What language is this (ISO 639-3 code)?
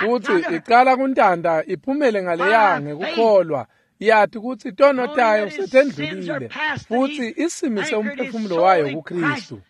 ssw